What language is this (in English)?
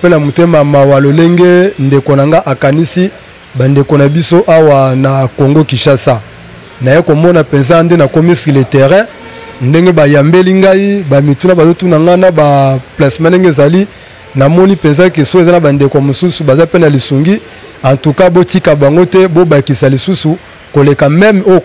Lingala